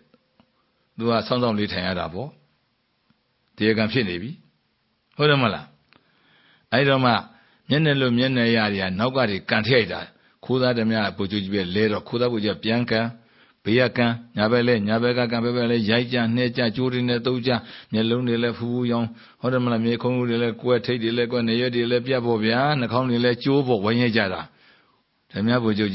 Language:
Burmese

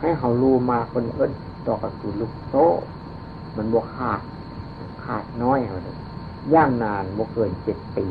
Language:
Northeastern Thai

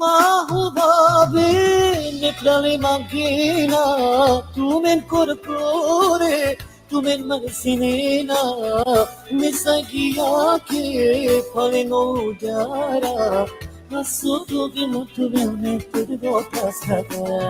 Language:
Balkan Romani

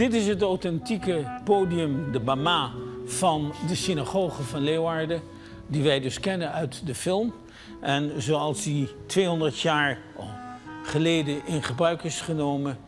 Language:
Western Frisian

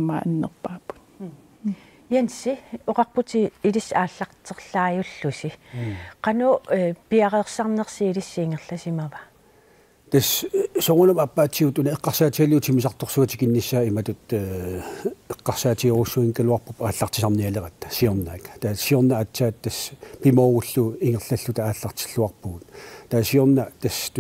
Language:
Kalaallisut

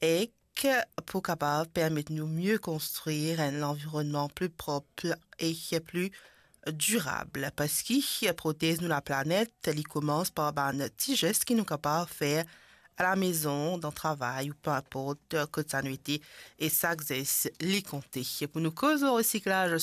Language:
Morisyen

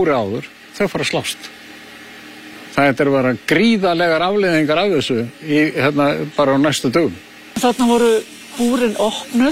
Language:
Icelandic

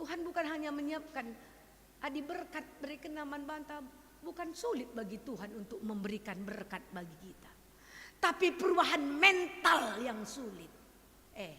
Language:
Batak Karo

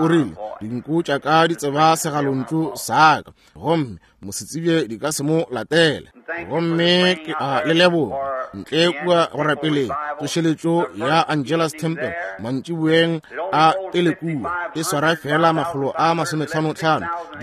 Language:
Northern Sotho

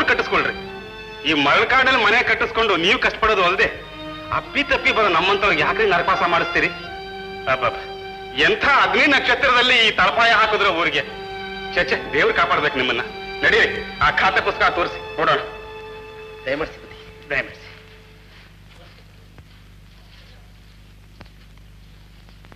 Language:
Kannada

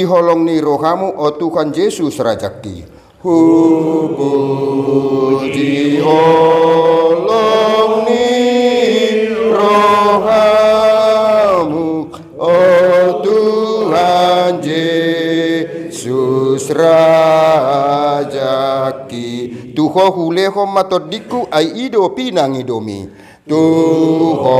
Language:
Batak Toba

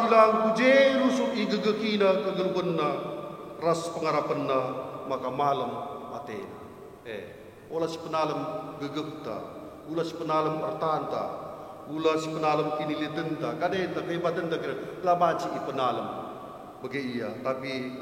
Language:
Batak Karo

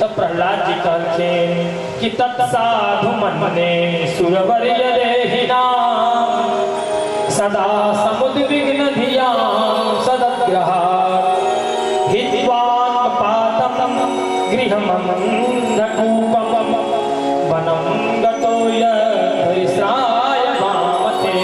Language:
Maithili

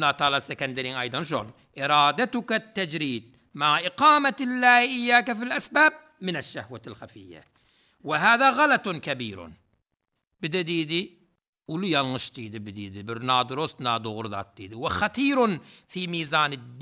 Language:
Turkmen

